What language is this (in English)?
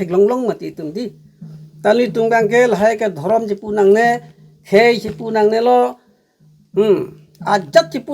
Karbi